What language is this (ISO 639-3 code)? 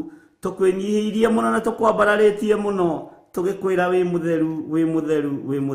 kik